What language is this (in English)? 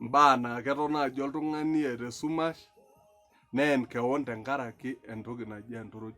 Masai